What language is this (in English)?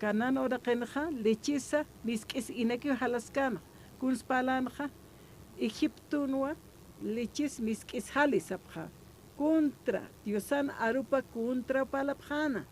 Aymara